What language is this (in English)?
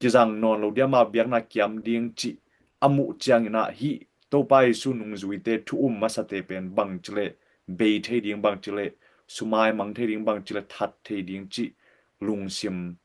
Tedim Chin